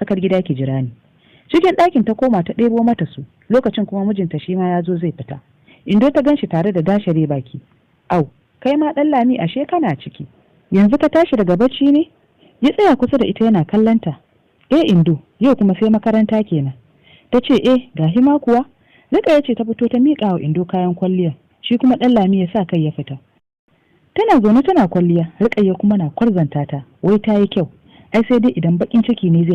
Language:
Hausa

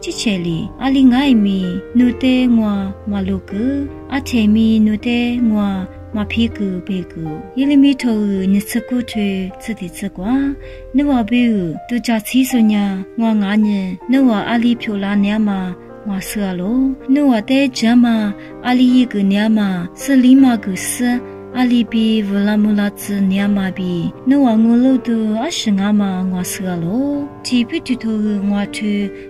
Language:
Lisu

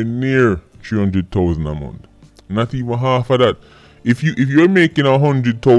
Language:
Jamaican Creole English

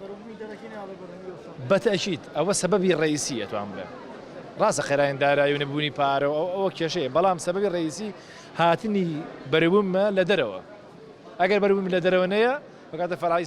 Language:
Central Kurdish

